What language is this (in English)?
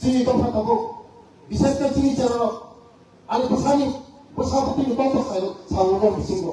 Kok Borok